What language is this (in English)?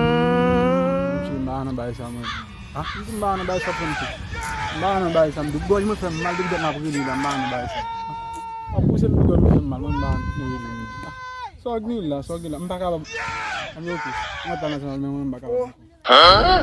Haitian Creole